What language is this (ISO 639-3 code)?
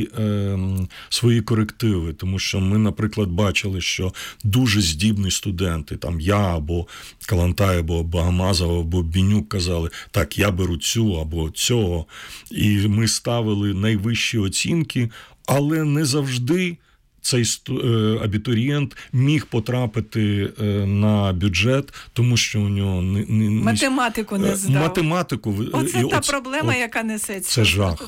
ukr